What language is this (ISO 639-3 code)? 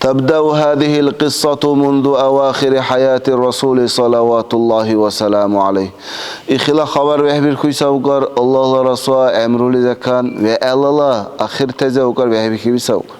dar